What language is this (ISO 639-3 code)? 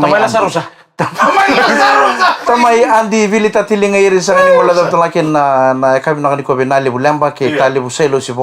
fij